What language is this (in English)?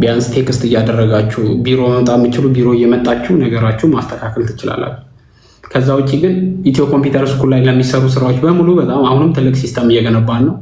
Amharic